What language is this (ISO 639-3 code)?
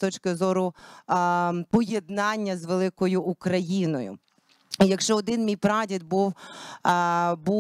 ukr